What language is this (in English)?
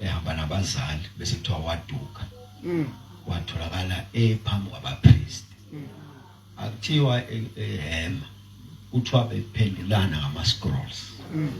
Zulu